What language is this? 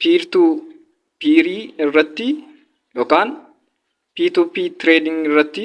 Oromo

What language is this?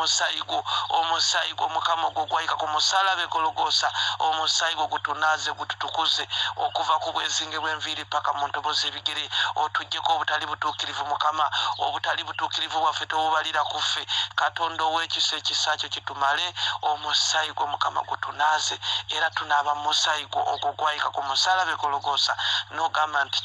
Ganda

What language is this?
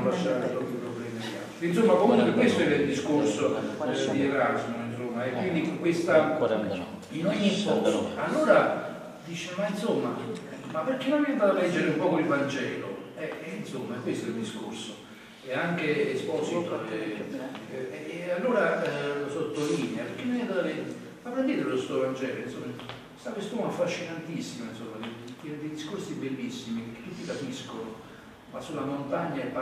Italian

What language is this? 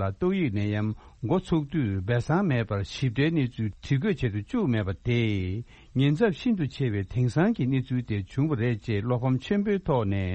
Tibetan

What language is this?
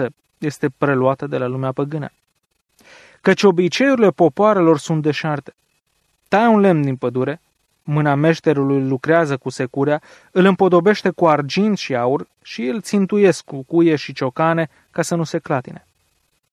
Romanian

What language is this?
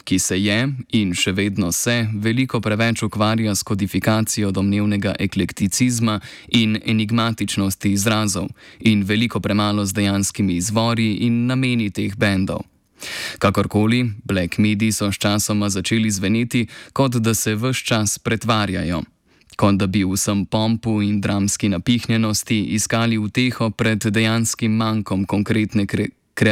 Slovenian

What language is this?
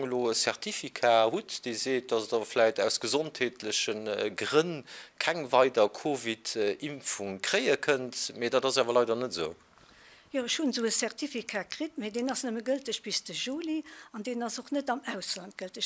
Luxembourgish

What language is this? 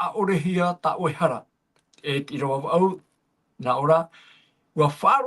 Tahitian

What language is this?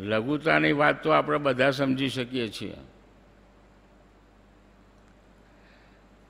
Gujarati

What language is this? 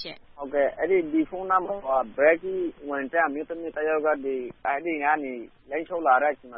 Burmese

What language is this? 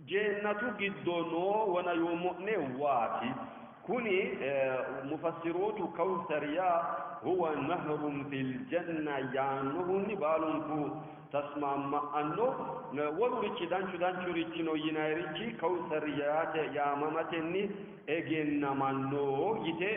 Sidamo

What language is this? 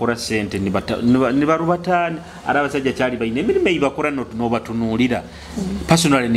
Nyoro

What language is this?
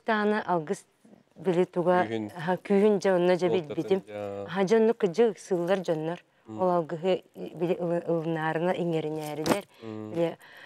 Yakut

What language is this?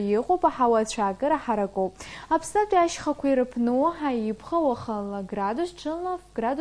Abkhazian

